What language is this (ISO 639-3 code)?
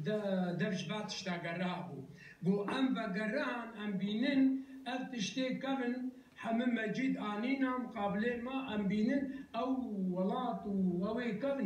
kur